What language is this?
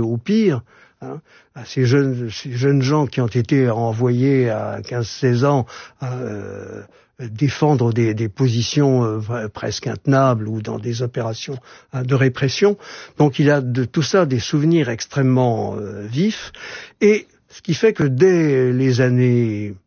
French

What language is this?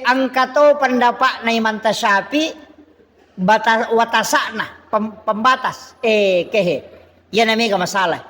Buginese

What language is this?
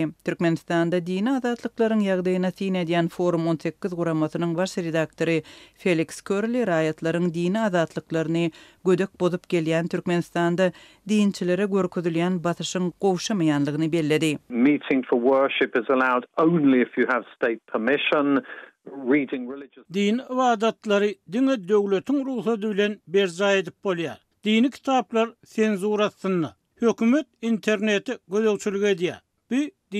Turkmen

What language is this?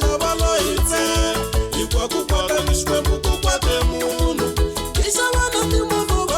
Tsonga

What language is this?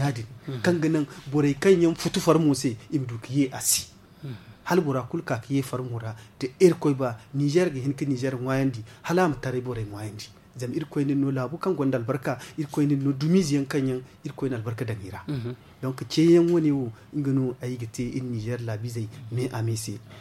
Zarma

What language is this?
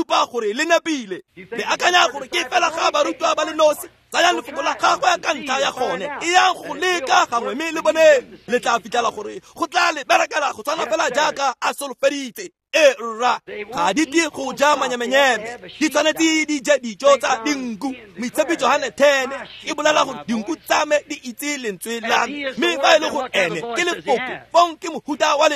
Tswana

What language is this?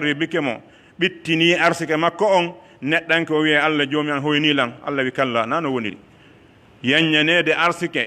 Pular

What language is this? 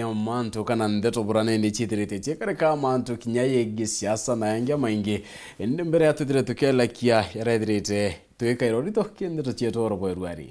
Meru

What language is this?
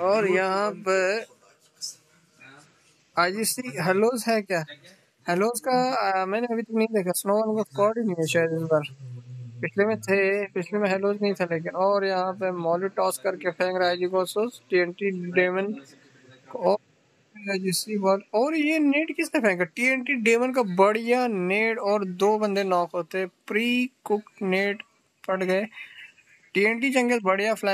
Hindi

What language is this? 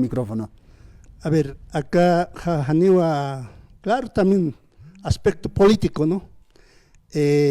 Aymara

